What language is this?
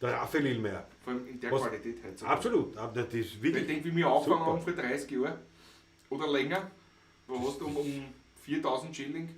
Bavarian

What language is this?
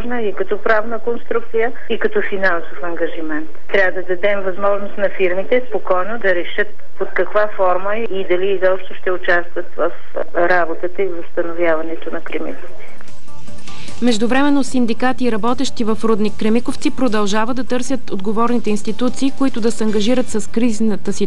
Bulgarian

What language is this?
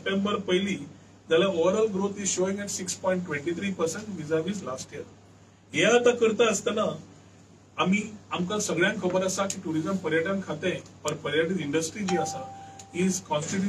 Konkani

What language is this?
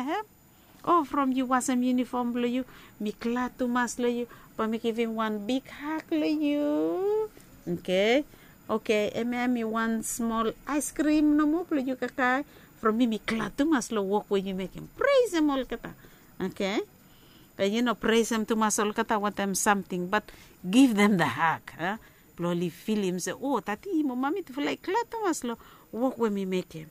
Bislama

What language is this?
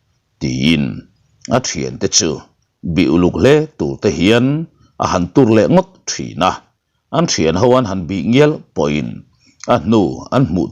Mizo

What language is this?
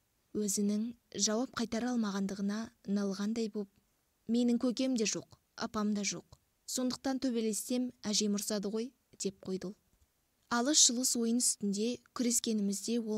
Kazakh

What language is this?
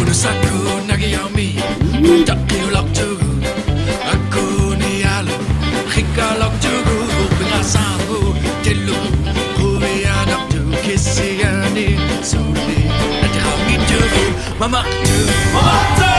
Kalaallisut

